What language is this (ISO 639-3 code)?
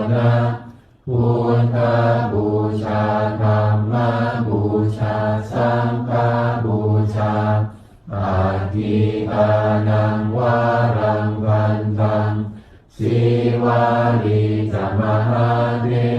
pli